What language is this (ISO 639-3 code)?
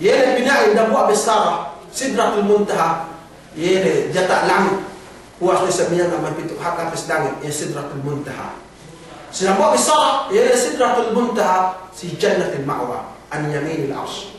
yka